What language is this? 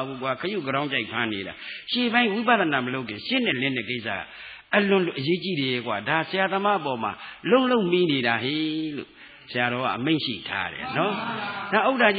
Burmese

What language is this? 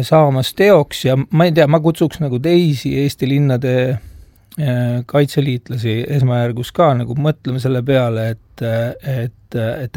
Estonian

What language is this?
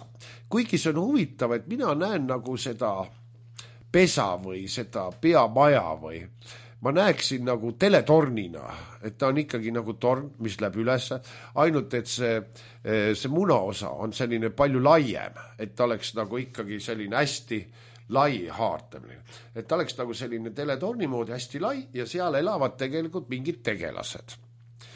Estonian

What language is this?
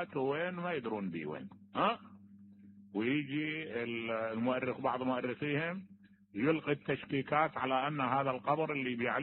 Mesopotamian Arabic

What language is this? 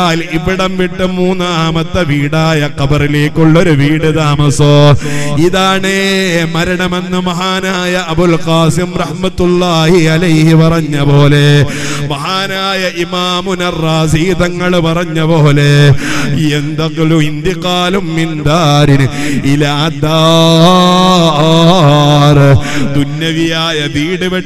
Malayalam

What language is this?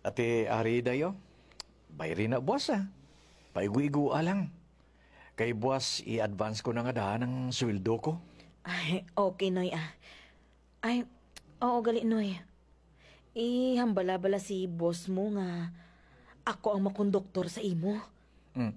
Hiligaynon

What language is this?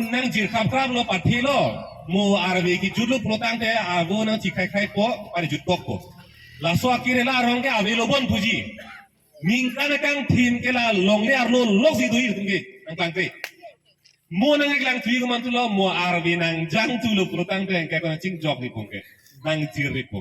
Karbi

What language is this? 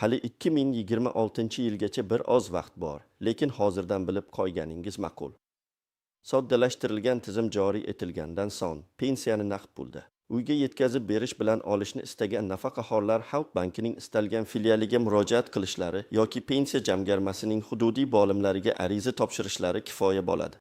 Uzbek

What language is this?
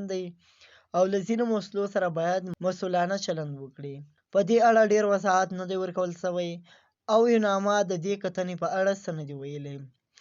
Pashto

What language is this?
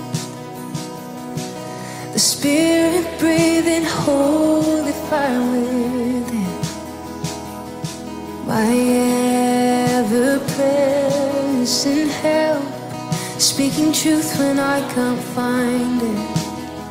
English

